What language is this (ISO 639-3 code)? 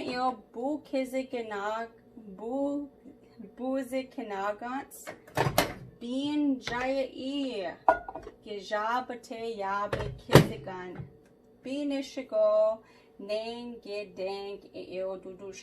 ciw